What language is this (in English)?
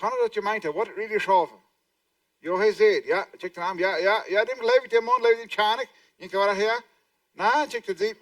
Plautdietsch